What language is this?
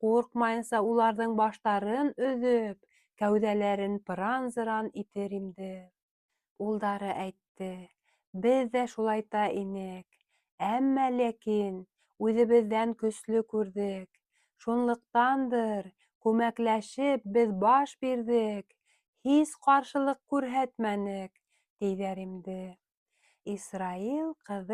Bashkir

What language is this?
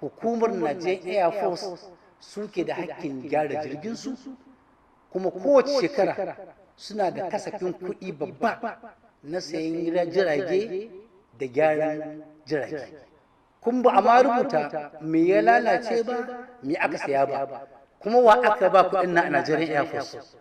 Hausa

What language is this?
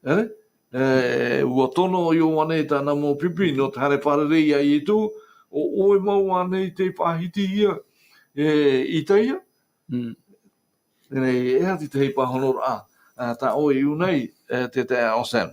Tahitian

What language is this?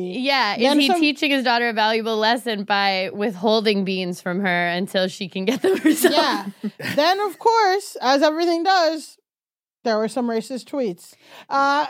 English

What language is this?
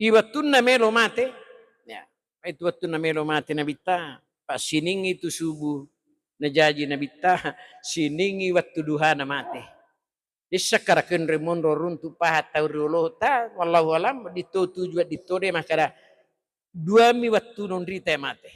Buginese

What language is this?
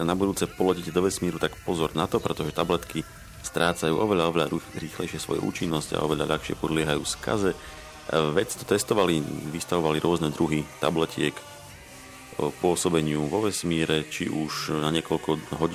Slovak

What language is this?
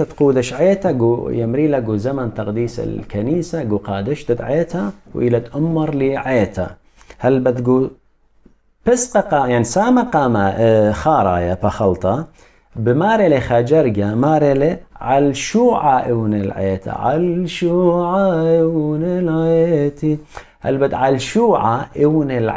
Assyrian Neo-Aramaic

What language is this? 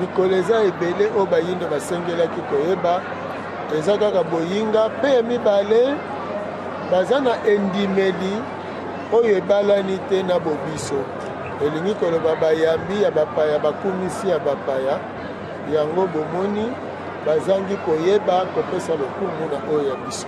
Lingala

